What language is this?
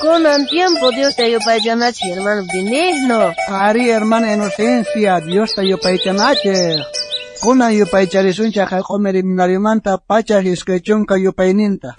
South Bolivian Quechua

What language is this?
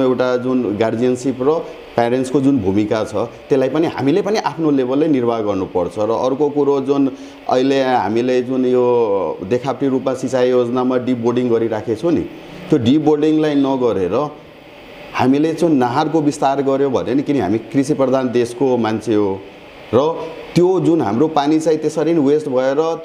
Nepali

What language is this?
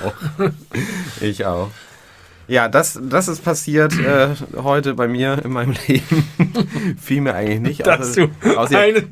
German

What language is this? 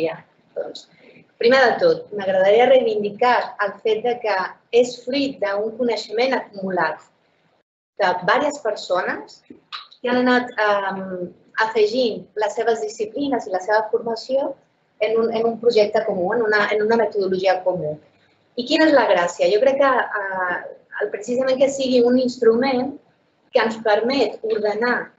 Catalan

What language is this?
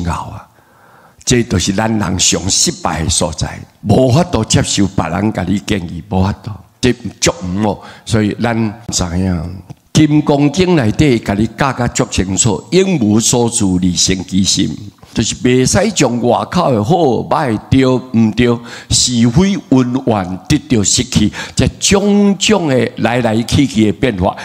Min Nan Chinese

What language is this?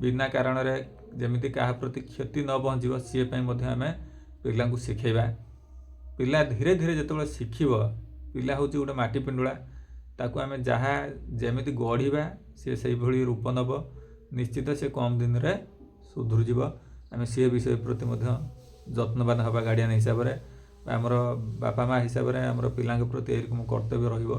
Odia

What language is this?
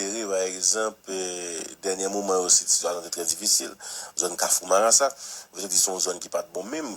Haitian Creole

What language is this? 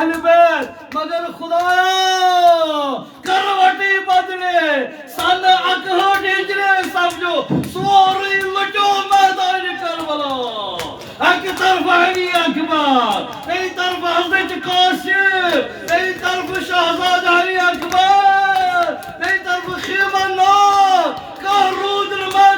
Kashmiri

